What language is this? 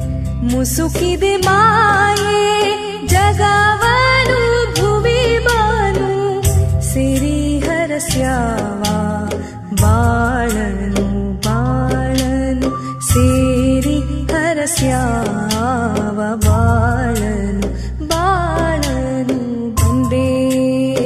Kannada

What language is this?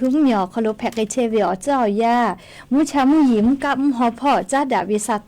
Lahu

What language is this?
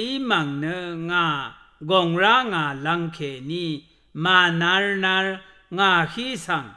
Rawang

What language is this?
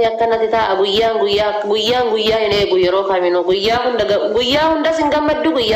Oromo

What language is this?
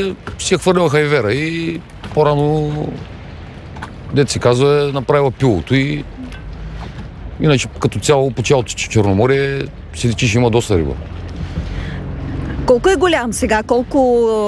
Bulgarian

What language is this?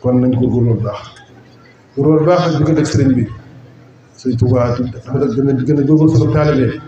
Wolof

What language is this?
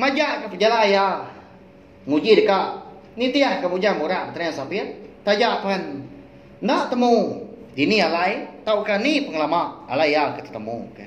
Iban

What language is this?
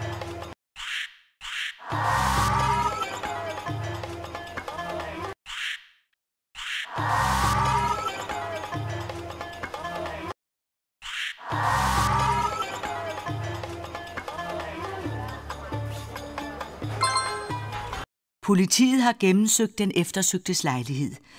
Danish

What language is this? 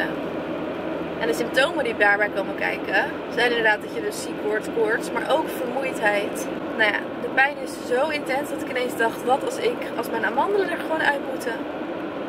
Dutch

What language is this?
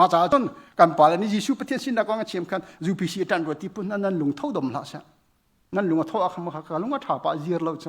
Hakha Chin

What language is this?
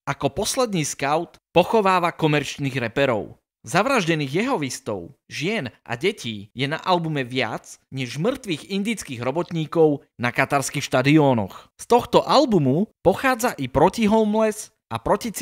Slovak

